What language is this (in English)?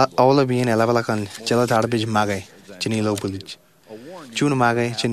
Marshallese